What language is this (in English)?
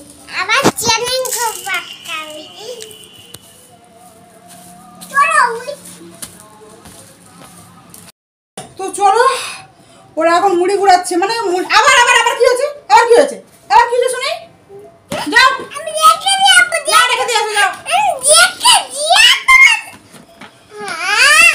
Bangla